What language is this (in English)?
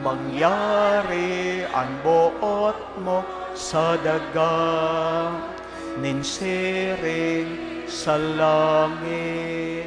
Bikol